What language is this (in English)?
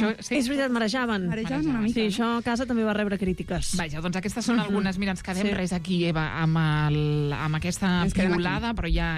Catalan